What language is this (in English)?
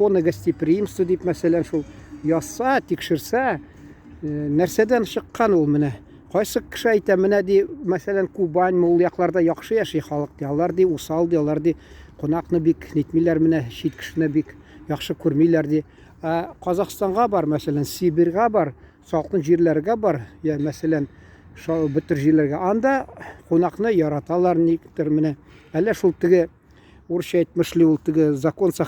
Tatar